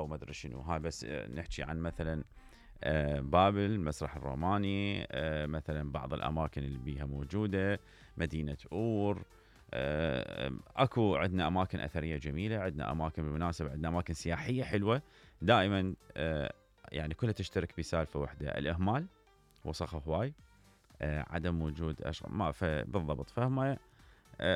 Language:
Mesopotamian Arabic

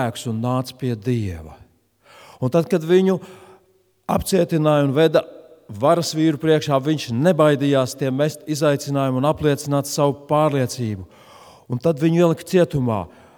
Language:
Latvian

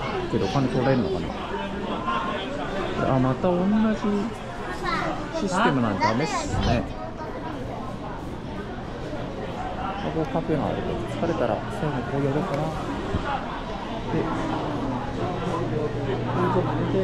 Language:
Japanese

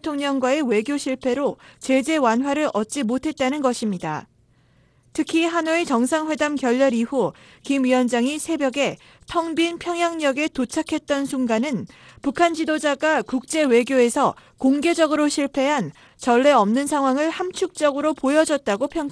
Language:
Korean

